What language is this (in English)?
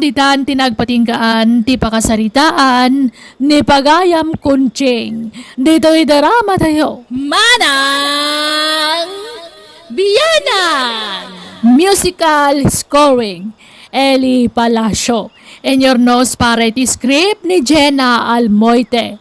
Iloko